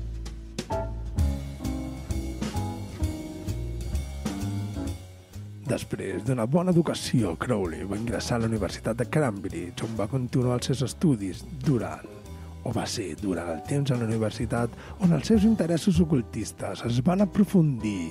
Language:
Catalan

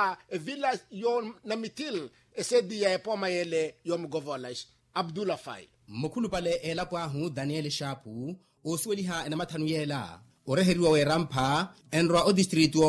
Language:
Makhuwa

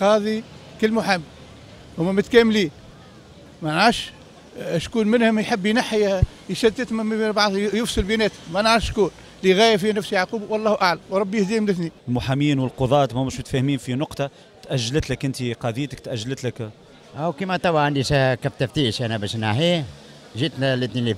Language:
Tunisian Arabic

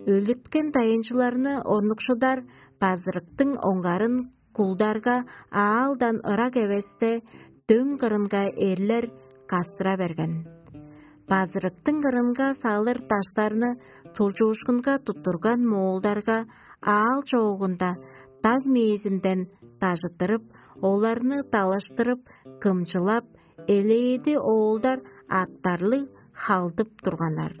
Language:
Tuvinian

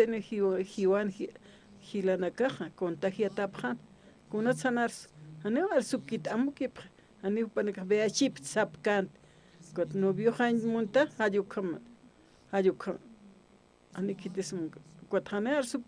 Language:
Aymara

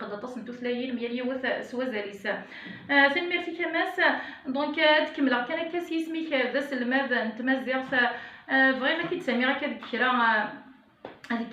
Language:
Kabyle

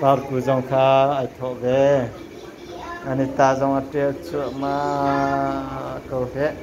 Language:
Hakha Chin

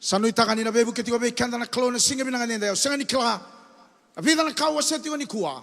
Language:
Fijian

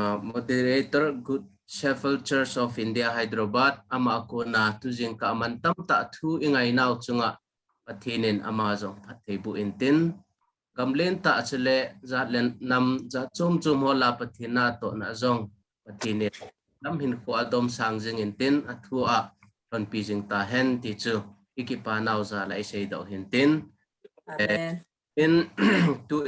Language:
Thado Chin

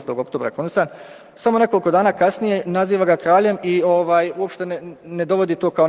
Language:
Bosnian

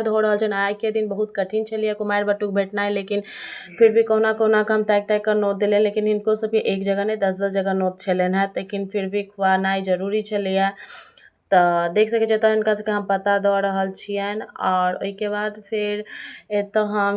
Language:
Maithili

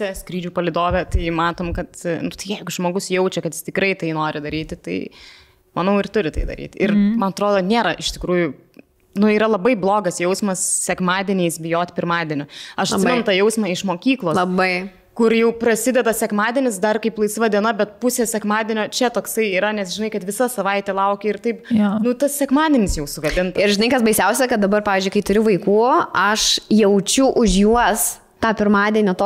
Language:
Lithuanian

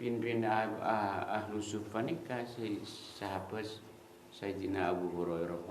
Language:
Madurese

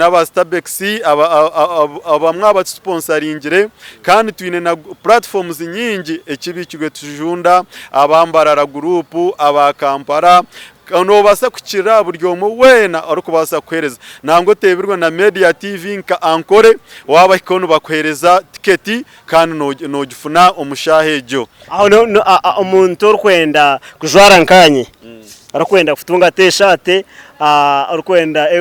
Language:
Nyankole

